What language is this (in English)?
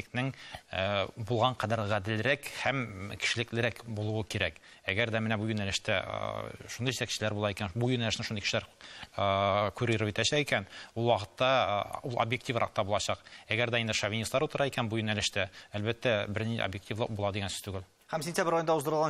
Tatar